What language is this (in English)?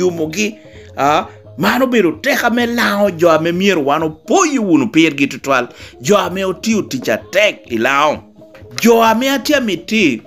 Lango (Uganda)